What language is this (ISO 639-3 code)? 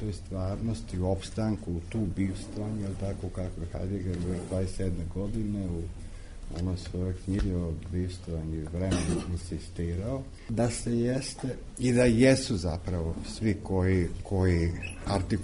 srp